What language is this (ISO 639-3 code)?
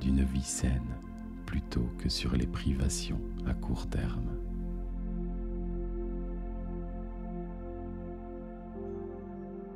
fra